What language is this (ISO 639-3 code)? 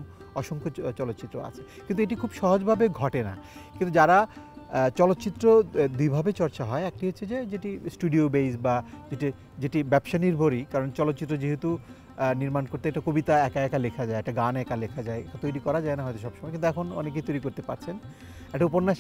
ben